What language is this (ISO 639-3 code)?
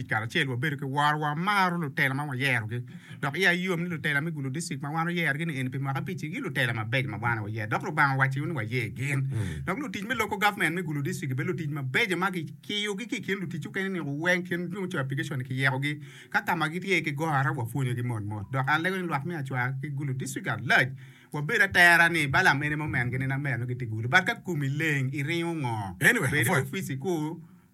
ach